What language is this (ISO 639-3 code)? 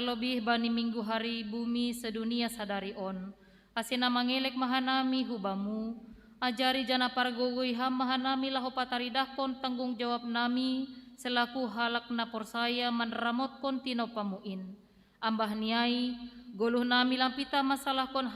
bts